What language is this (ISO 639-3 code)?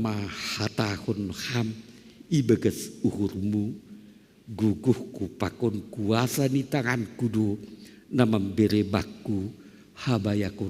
bts